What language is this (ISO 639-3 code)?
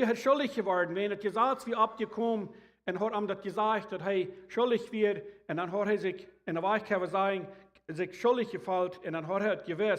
pdt